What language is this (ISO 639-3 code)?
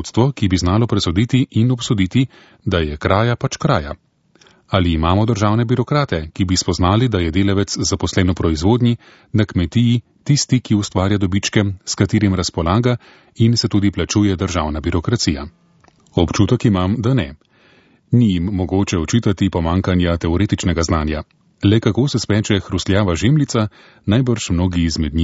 slv